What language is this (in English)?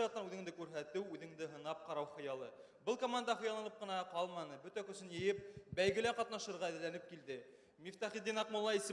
Bashkir